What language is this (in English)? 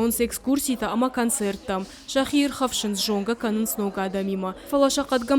Ossetic